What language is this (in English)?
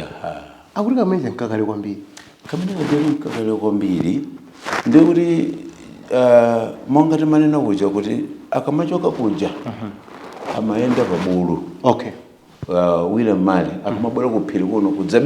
Nyanja